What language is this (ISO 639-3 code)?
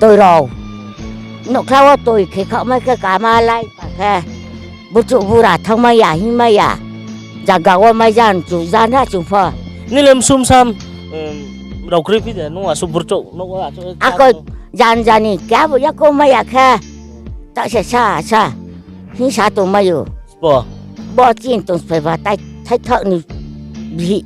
ria